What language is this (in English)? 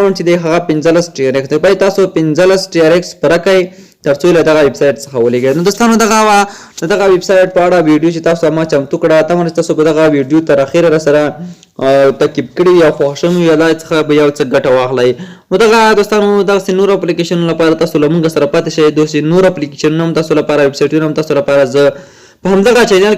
Pashto